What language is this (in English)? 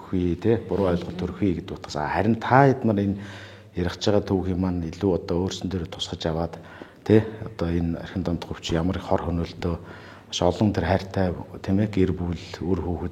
Mongolian